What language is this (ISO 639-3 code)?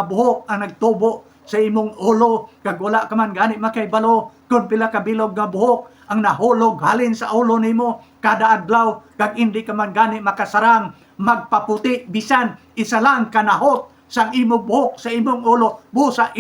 hil